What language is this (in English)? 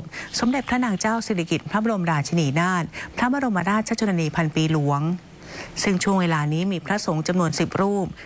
Thai